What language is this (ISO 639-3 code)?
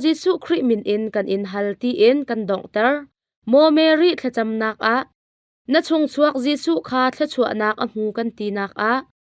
cnh